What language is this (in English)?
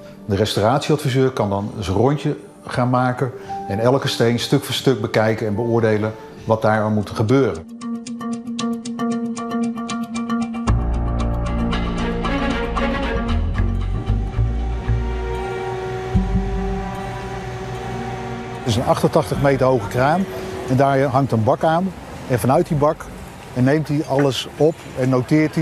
Dutch